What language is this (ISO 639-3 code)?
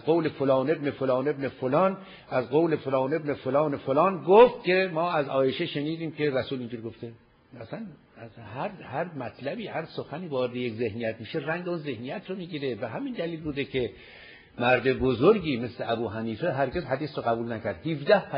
fas